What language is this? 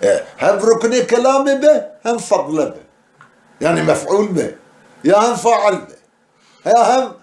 Kurdish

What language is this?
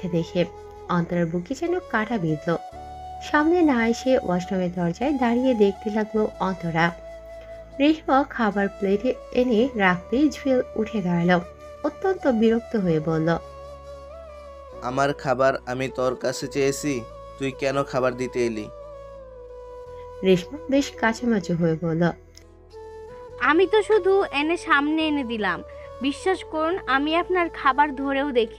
Bangla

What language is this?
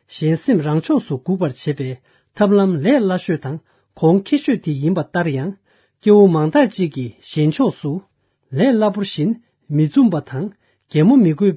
Tibetan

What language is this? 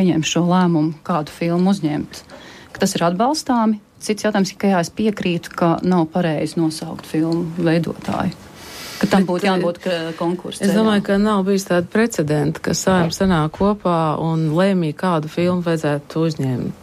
Latvian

